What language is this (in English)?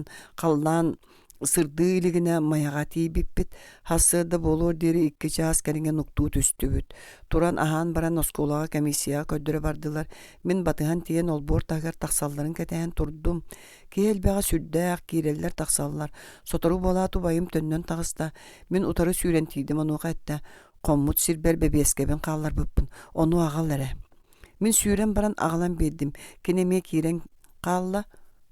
Yakut